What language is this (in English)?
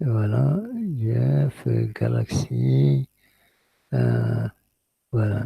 Kabyle